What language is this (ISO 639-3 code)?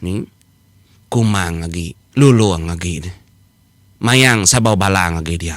iba